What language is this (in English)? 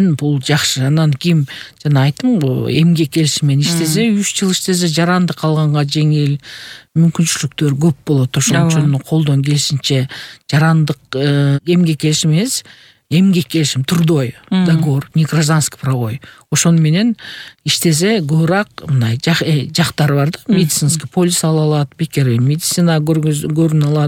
Kyrgyz